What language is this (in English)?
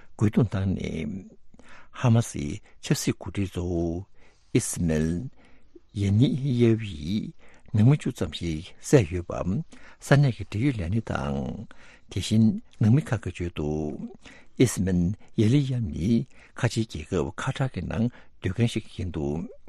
Tibetan